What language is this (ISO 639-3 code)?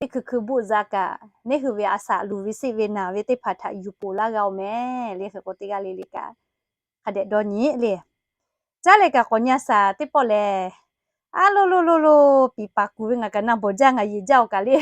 lhu